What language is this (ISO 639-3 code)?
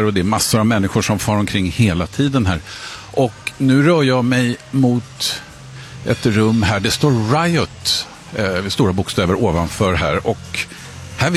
swe